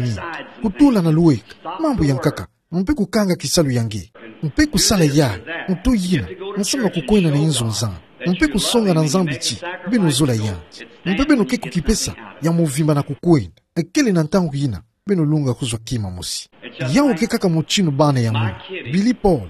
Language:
Kituba (Democratic Republic of Congo)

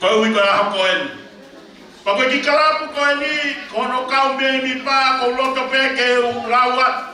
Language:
Tongan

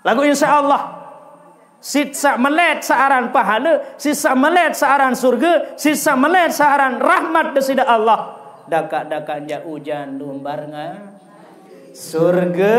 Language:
Sasak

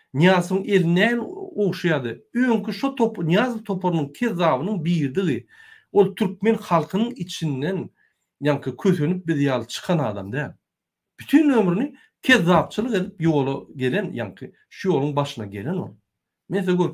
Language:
Turkmen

